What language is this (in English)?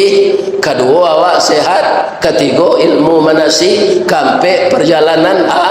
Minangkabau